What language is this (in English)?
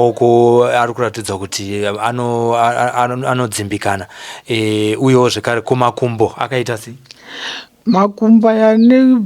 Shona